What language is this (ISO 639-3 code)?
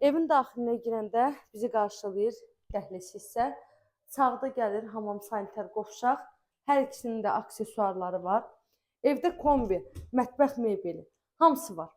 aze